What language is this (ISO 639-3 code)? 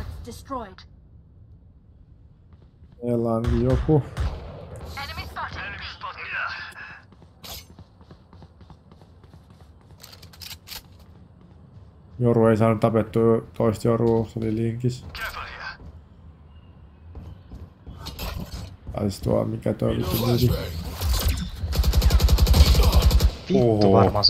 fin